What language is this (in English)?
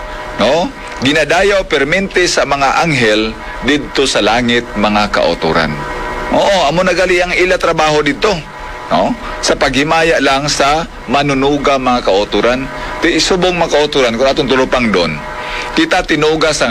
Hiligaynon